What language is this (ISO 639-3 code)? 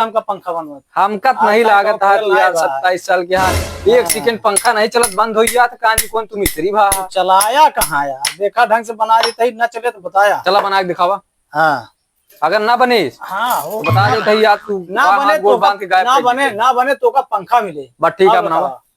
awa